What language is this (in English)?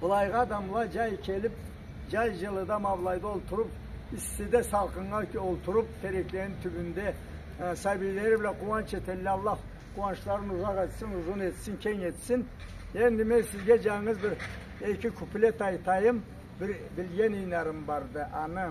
Karachay-Balkar